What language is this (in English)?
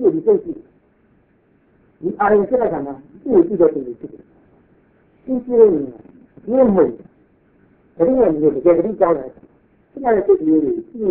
Burmese